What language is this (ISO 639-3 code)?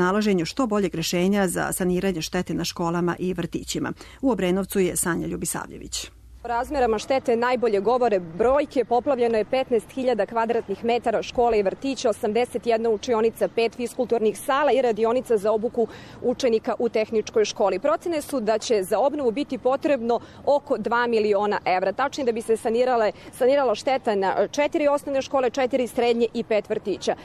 srp